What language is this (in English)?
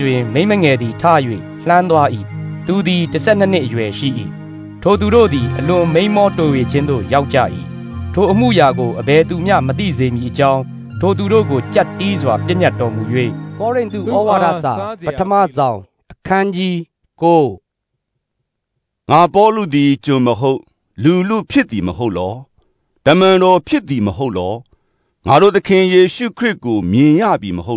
Burmese